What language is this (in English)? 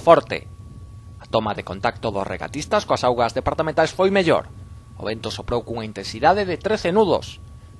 Galician